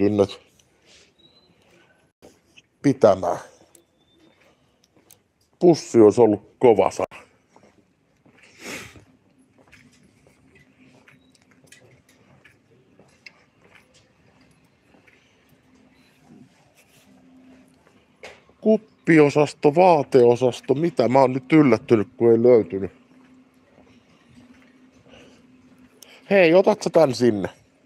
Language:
Finnish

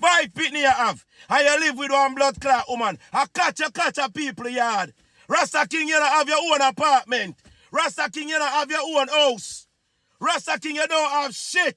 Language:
Jamaican Creole English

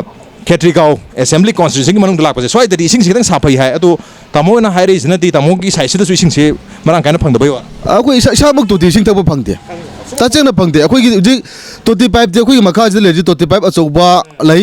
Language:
Manipuri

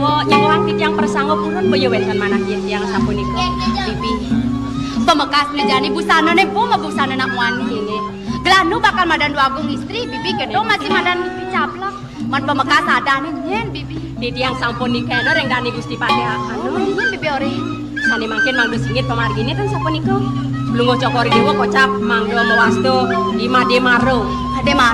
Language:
Balinese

